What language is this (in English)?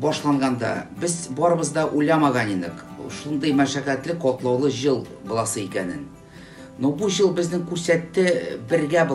Tatar